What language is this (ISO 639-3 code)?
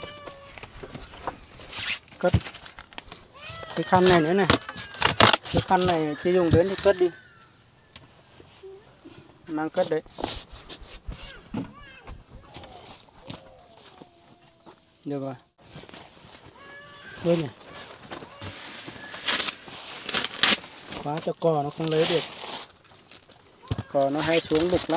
vie